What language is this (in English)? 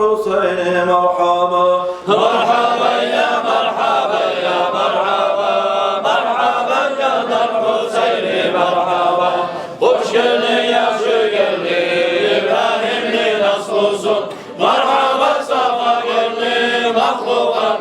Kumyk